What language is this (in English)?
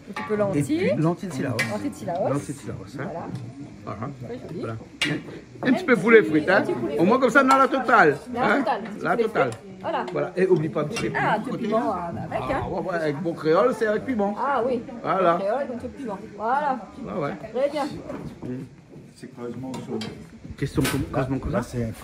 Réunion Creole French